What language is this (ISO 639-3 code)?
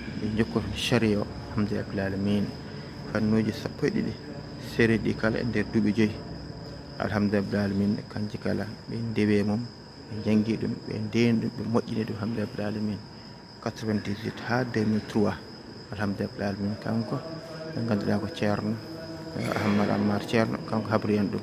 ful